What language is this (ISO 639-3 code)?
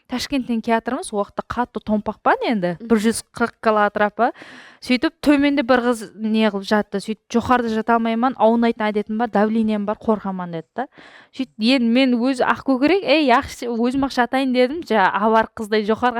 kaa